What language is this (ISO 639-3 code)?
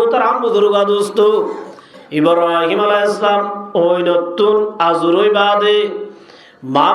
rhg